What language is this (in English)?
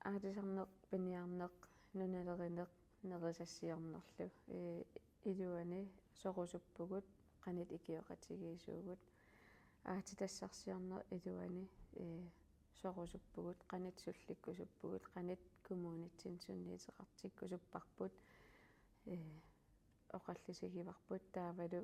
Kalaallisut